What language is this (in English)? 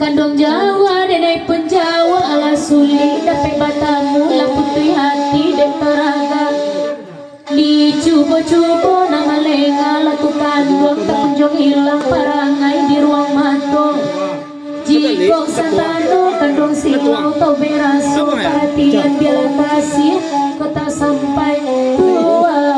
Minangkabau